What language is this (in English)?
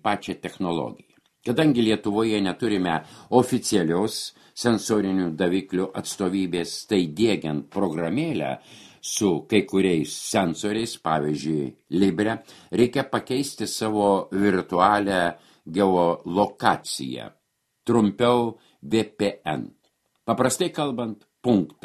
Lithuanian